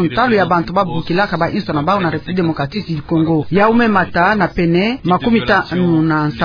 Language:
Kituba (Democratic Republic of Congo)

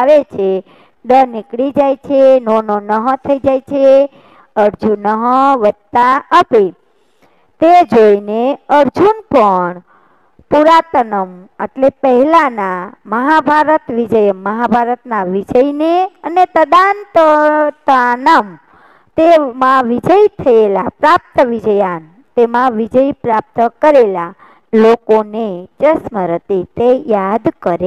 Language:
Gujarati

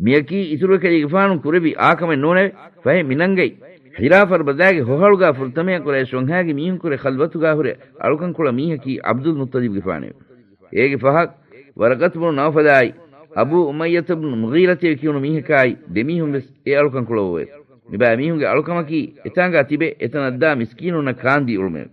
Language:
Divehi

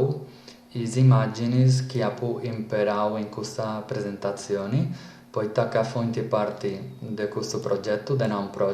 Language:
Sardinian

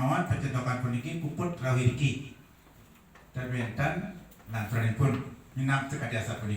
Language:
Balinese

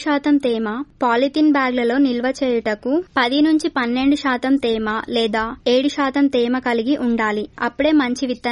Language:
Telugu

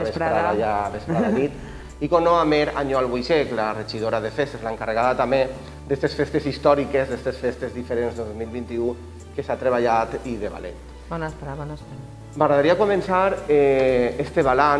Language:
Catalan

